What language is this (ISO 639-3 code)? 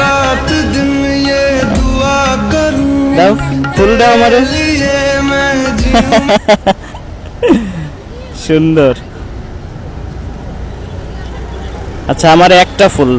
ben